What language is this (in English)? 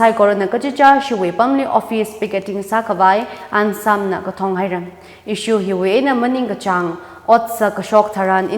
Tangkhul Naga (India)